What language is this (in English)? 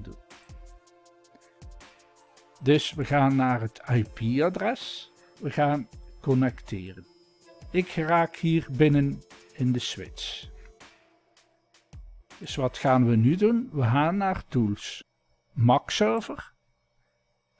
Dutch